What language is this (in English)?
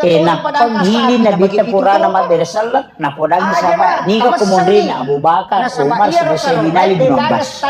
Buginese